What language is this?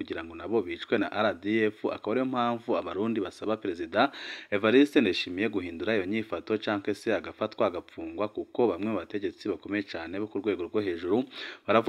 Rundi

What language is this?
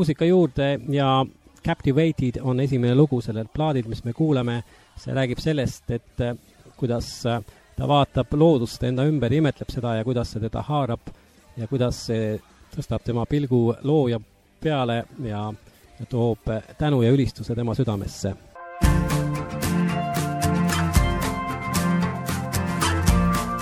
Estonian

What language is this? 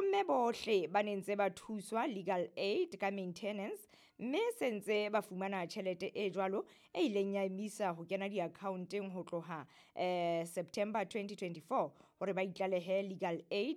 Southern Sotho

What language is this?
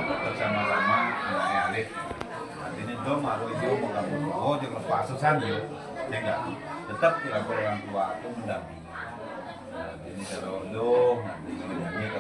Balinese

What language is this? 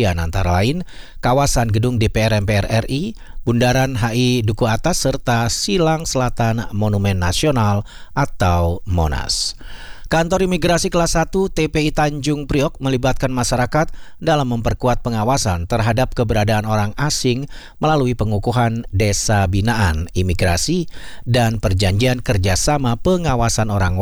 Indonesian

